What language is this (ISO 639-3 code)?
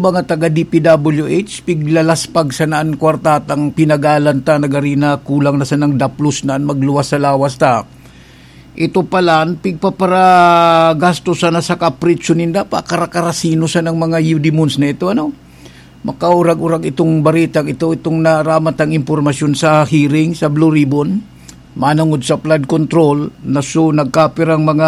bik